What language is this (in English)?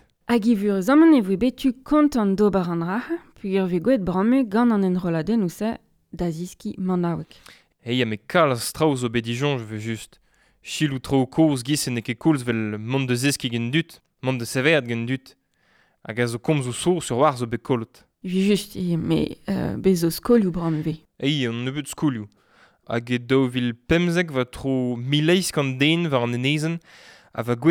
Breton